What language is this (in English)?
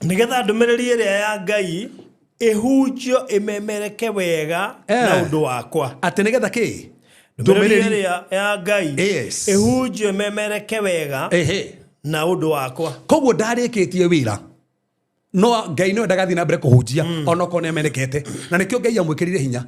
Kikuyu